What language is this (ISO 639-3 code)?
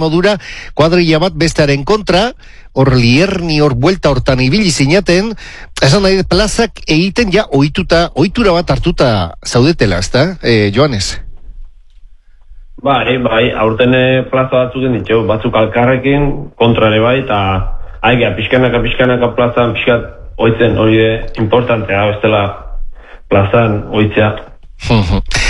eus